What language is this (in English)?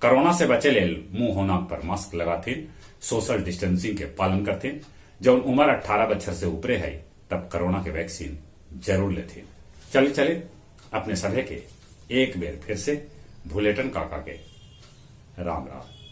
Magahi